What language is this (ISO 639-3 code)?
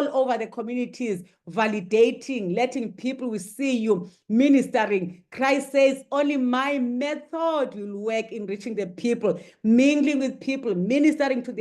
eng